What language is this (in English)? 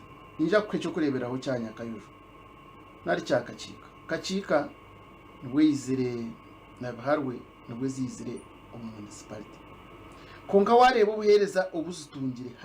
Nyankole